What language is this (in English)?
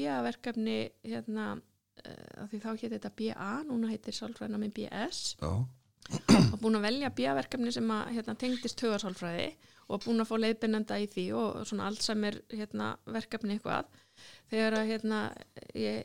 Icelandic